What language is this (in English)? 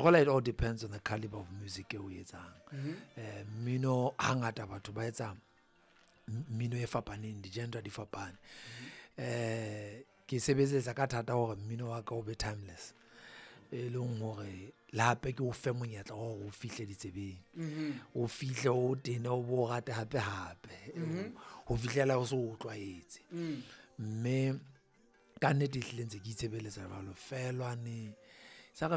Southern Sotho